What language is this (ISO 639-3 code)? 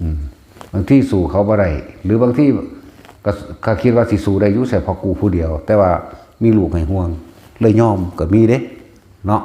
lao